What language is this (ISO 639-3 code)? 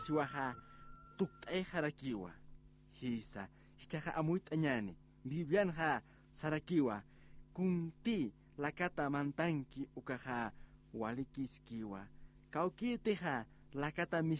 aym